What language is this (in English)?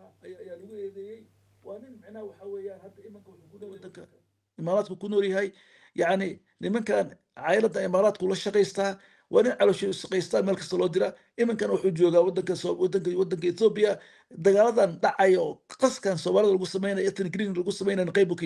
Somali